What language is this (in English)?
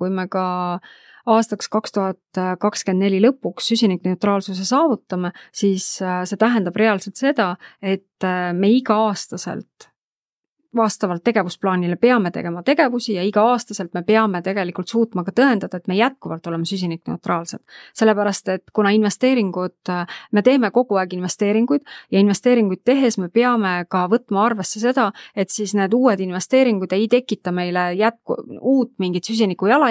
Estonian